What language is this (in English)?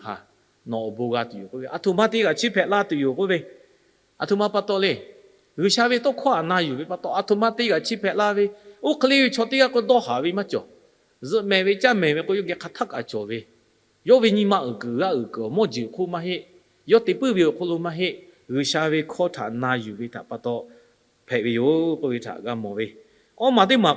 Lahu